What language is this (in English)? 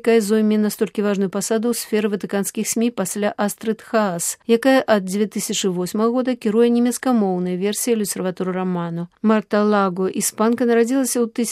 Belarusian